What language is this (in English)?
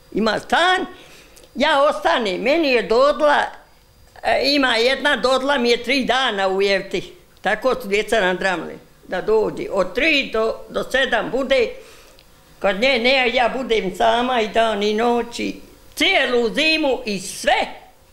Bosnian